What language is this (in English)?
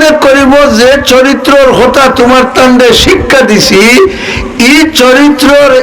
Sylheti